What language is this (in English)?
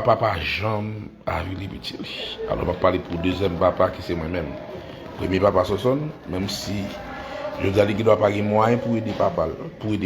Haitian Creole